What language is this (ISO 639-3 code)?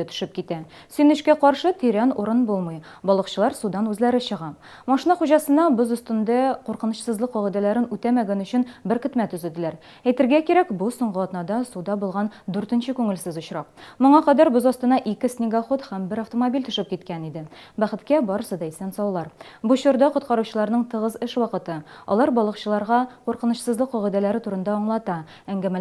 tat